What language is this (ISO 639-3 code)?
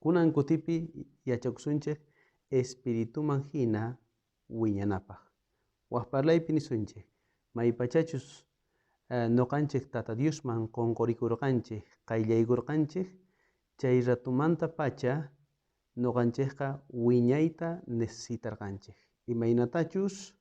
quh